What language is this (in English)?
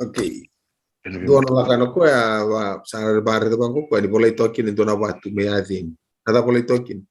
Fijian